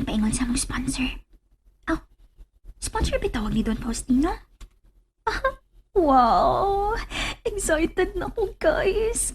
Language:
Cebuano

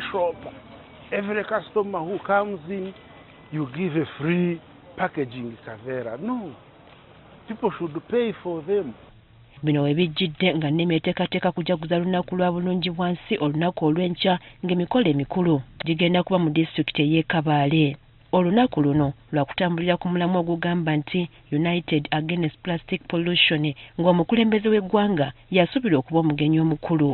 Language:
Ganda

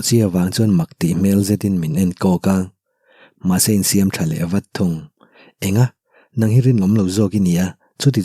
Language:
Mizo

